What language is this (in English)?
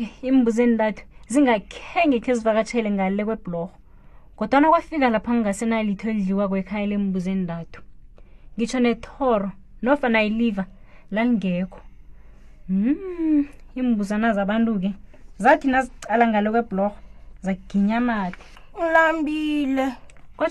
South Ndebele